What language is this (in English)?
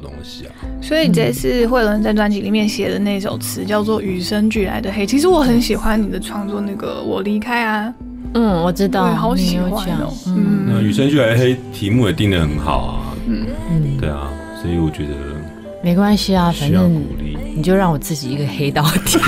Chinese